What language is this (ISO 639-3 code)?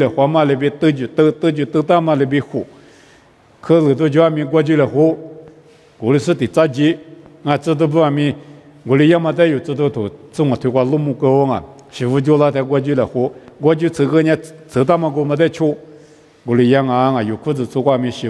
lis